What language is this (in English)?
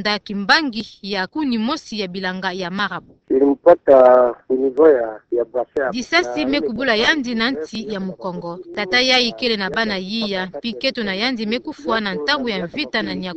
Kituba (Democratic Republic of Congo)